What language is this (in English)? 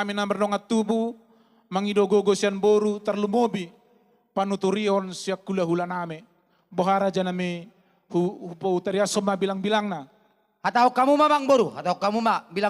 Batak Toba